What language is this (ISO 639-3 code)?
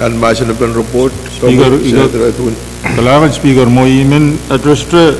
pon